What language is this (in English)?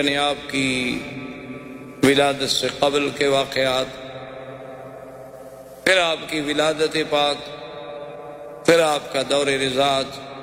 Urdu